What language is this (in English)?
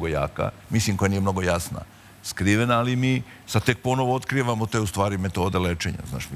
Serbian